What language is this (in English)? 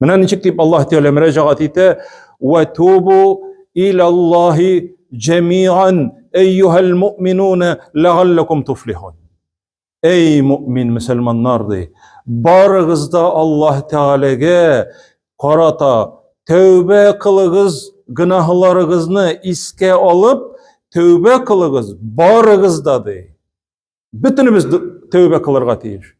Tatar